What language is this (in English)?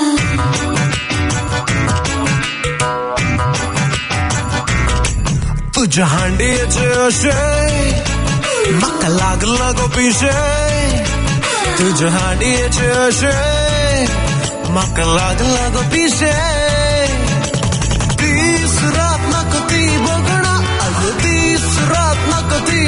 Konkani